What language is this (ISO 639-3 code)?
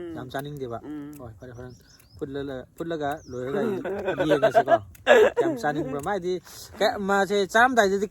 mni